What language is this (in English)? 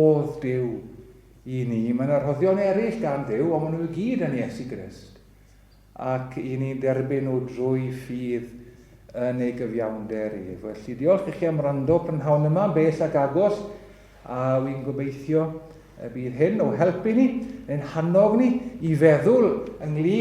Welsh